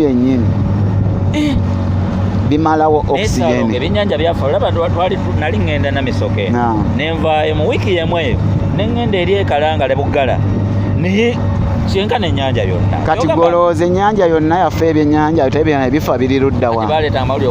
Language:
Ganda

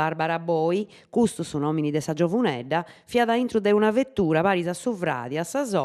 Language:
Sardinian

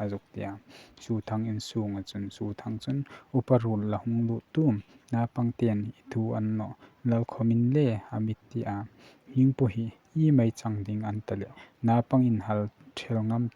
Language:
Hmar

